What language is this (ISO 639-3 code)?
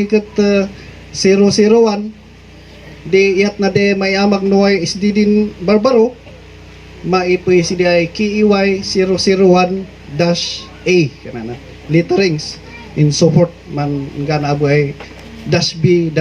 kne